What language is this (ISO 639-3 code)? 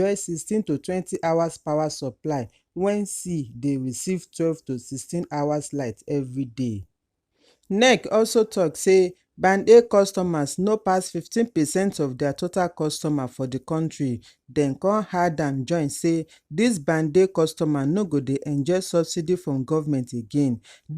pcm